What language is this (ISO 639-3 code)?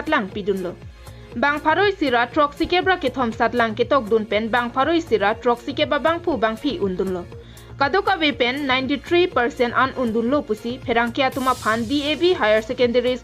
mjw